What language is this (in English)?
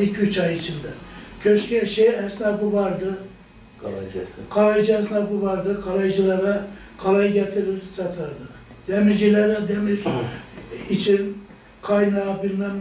Turkish